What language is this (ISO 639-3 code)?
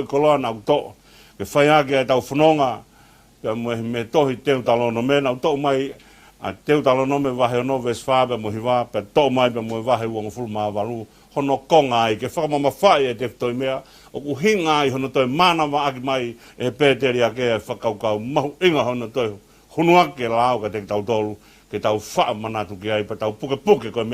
ton